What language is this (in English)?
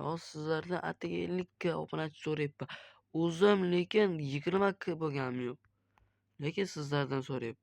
Uzbek